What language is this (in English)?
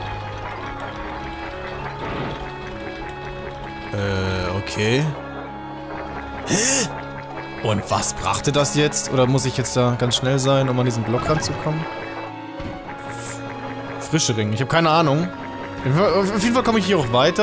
German